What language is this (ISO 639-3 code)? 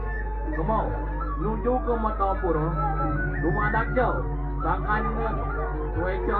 ban